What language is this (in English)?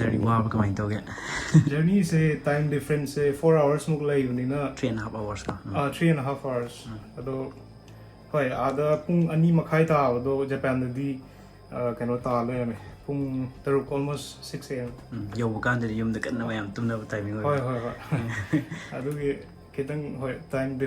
Manipuri